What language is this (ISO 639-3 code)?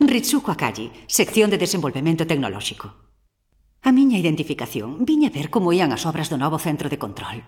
glg